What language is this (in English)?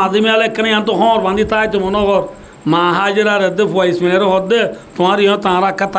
Rohingya